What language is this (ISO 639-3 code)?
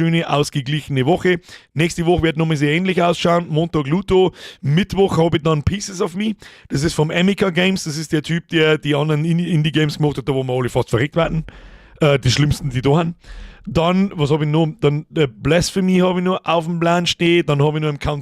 bar